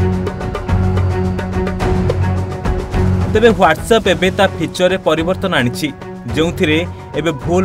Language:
Odia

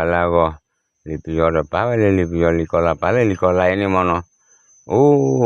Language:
S'gaw Karen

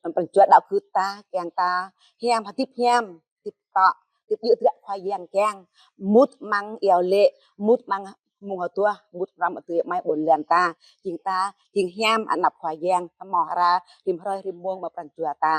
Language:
Jarai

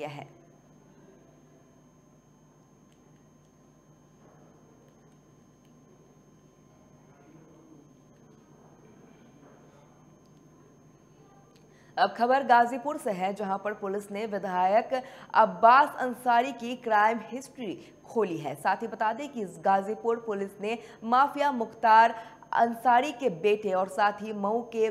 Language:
Hindi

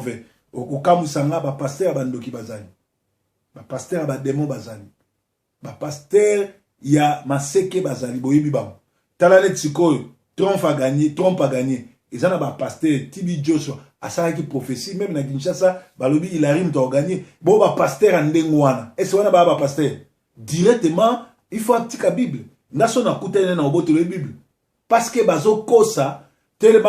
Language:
Lingala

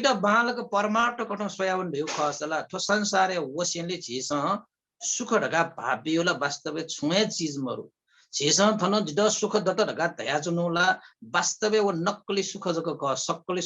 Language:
Newari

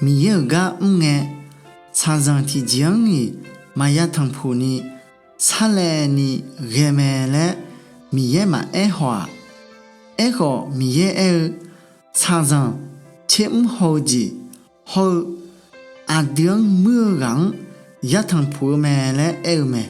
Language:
Akha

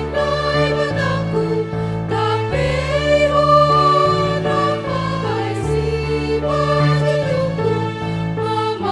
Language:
Batak Simalungun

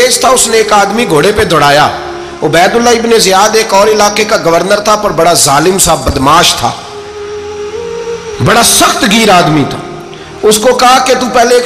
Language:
Urdu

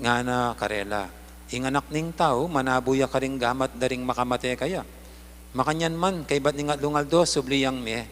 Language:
Pampanga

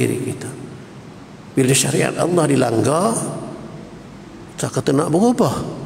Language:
Malay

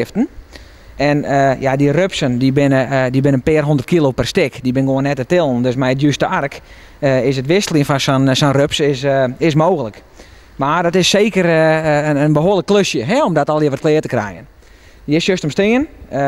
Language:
Western Frisian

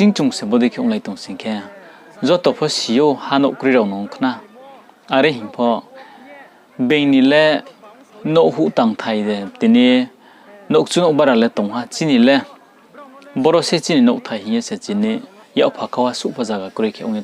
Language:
Riang (India)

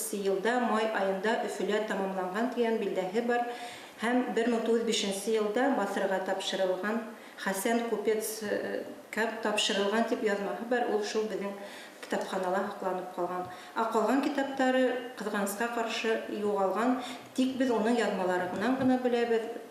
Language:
Bashkir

